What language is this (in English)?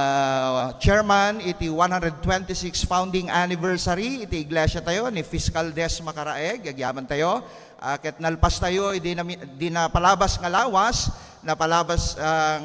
Iloko